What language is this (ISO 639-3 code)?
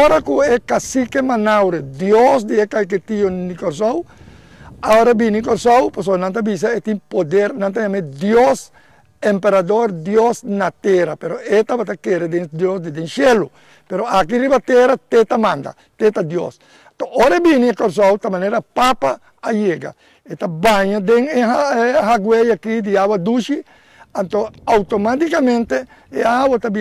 pap